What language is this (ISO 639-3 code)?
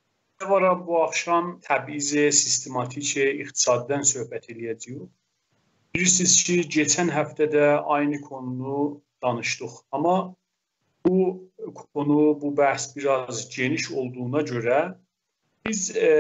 azb